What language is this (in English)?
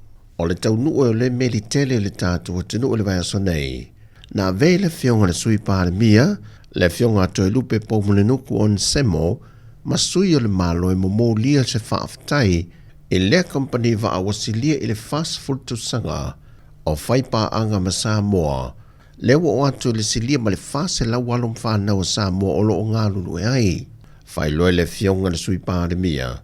Samoan